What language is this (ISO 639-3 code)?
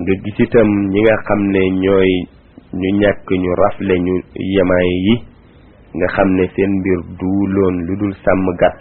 wol